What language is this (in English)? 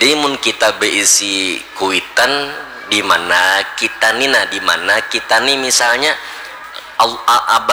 Banjar